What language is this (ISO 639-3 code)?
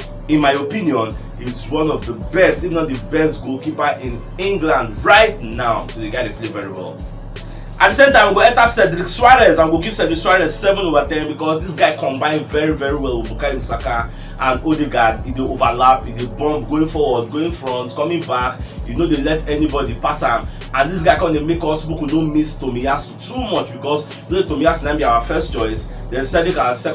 pcm